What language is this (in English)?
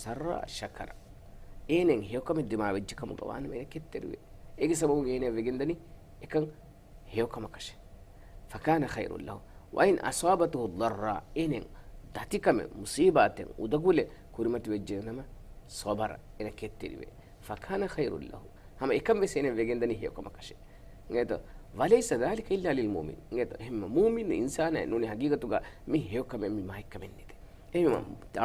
Divehi